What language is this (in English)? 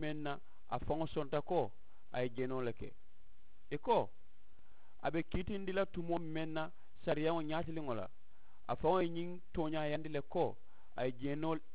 Mandingo